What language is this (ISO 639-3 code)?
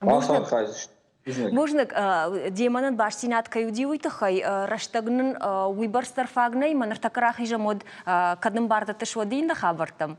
oss